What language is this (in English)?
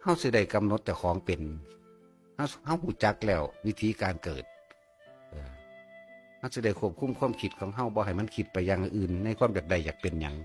Northeastern Thai